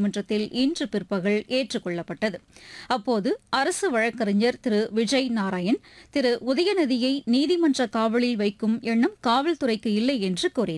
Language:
Tamil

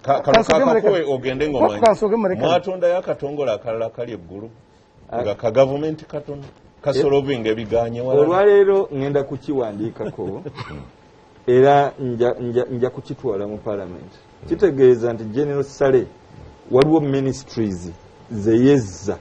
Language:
Ganda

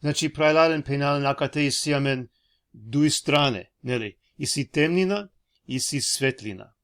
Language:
Balkan Romani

